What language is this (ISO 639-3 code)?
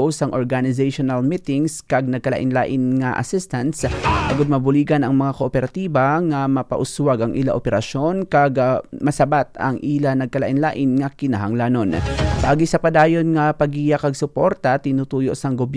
hil